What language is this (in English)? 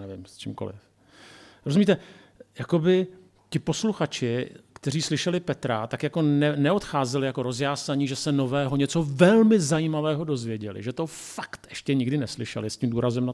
Czech